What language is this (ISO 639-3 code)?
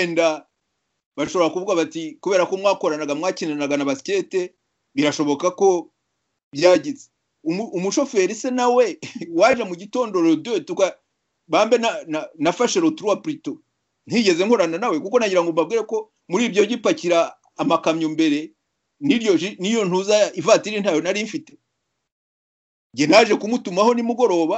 kin